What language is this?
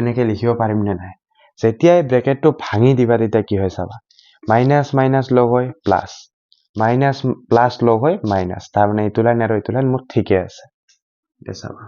Assamese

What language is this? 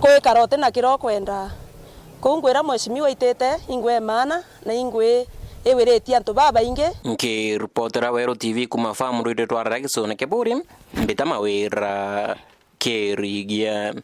Meru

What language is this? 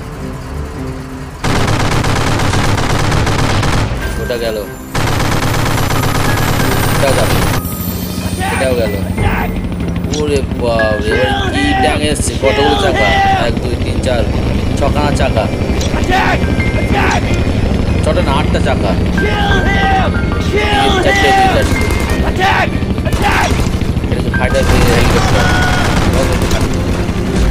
Bangla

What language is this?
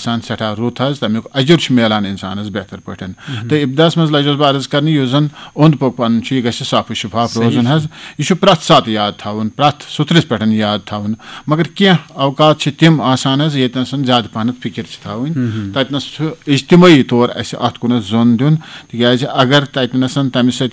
Kashmiri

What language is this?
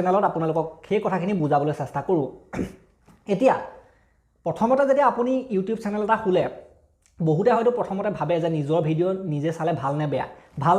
Assamese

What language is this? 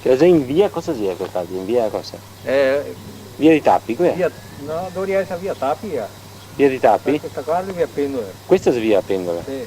Venetian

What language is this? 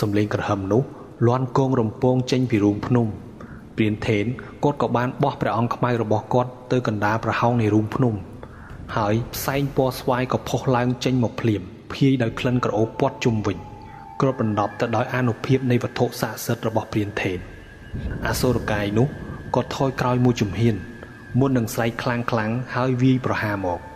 Khmer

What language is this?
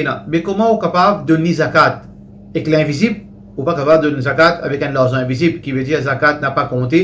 Morisyen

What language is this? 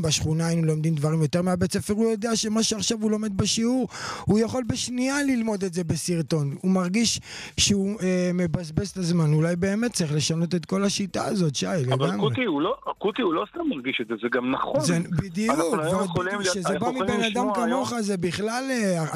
Hebrew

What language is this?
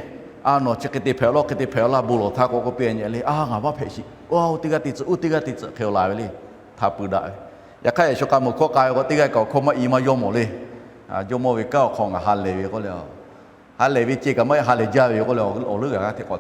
Lahu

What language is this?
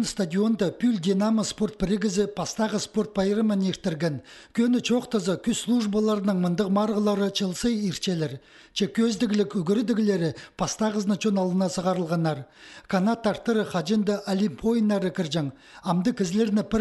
Khakas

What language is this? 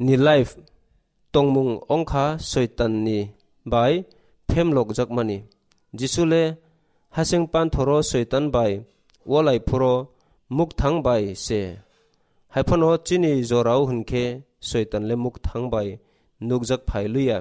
Kok Borok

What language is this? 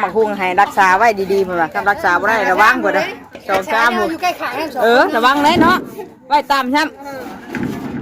Northeastern Thai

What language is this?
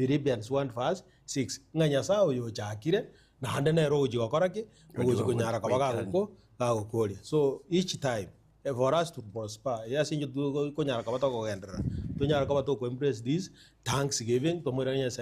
Gusii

